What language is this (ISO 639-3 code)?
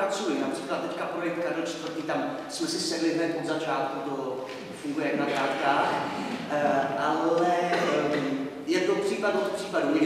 ces